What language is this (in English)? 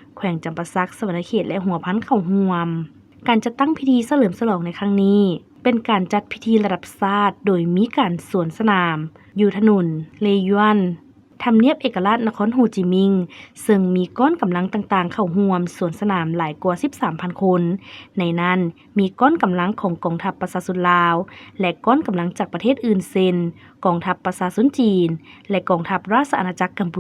Lao